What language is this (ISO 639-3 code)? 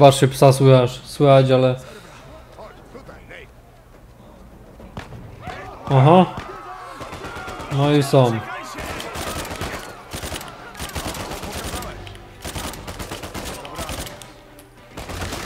pol